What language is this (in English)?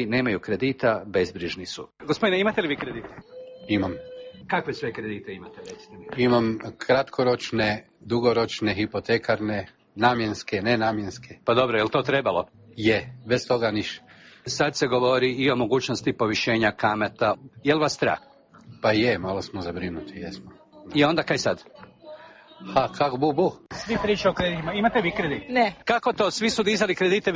Croatian